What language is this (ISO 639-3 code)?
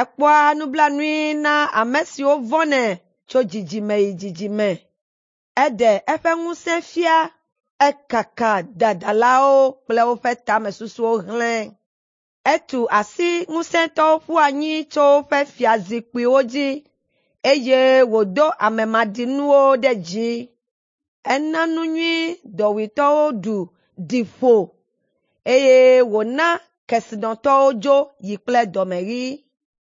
ewe